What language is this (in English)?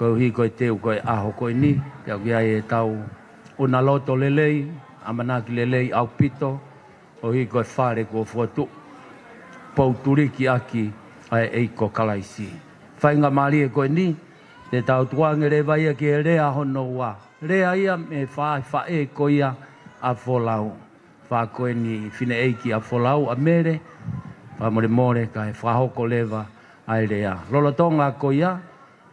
Tongan